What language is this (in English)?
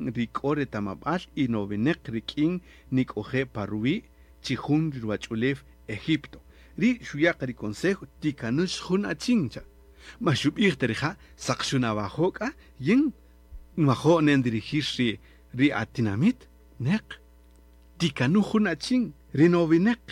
Kaqchikel